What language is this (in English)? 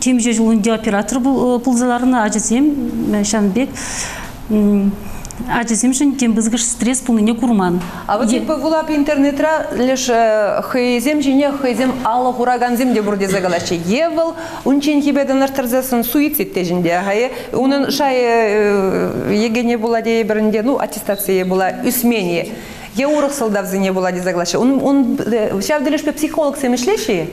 Chuvash